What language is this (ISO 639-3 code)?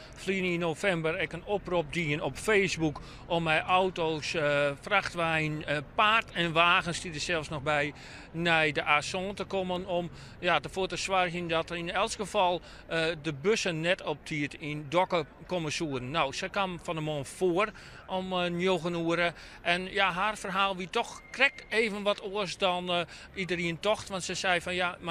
fry